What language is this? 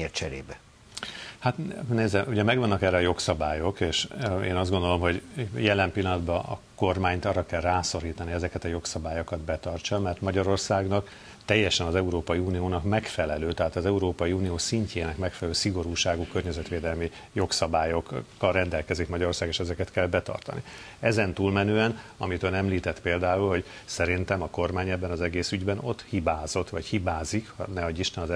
Hungarian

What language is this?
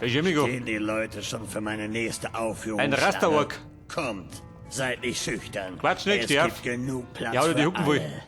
Bavarian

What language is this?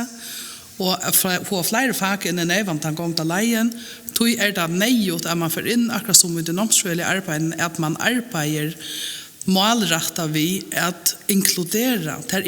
Faroese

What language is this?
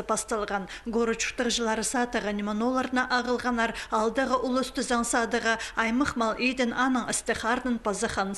Khakas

